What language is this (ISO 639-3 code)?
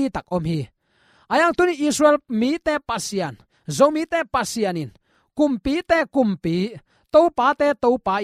ctd